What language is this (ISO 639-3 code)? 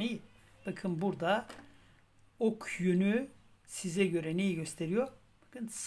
tur